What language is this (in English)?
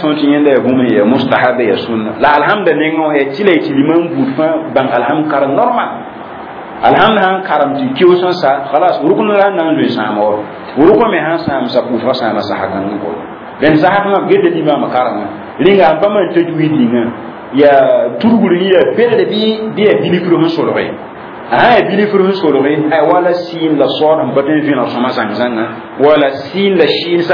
Mossi